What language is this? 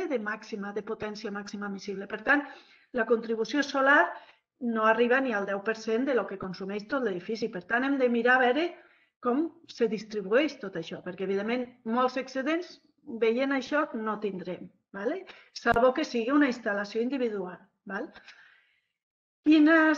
Catalan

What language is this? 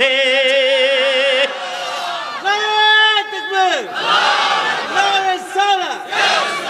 Bangla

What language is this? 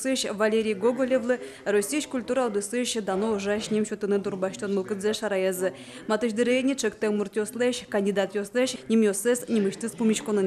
Udmurt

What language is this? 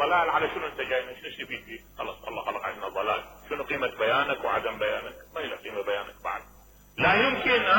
Mesopotamian Arabic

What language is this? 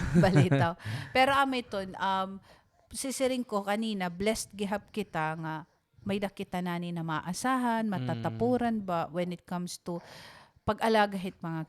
Waray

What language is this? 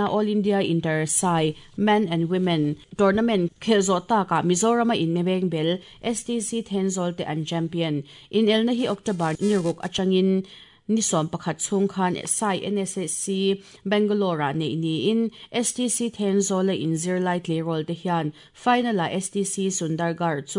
Mizo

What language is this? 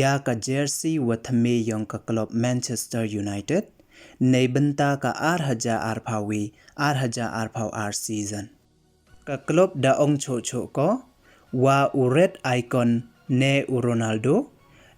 Pnar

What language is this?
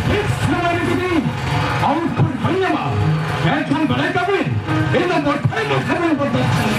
Santali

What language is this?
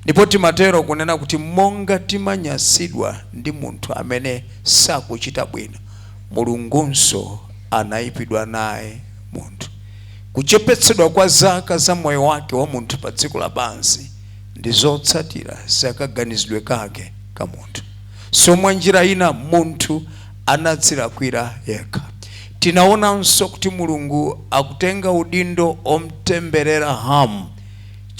Nyanja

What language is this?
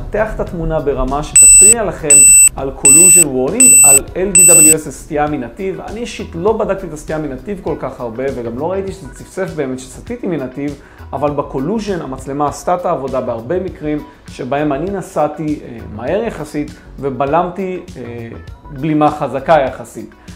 Hebrew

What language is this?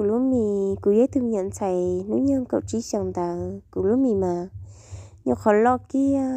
Hmong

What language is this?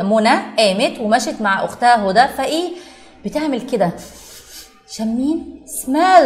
Egyptian Arabic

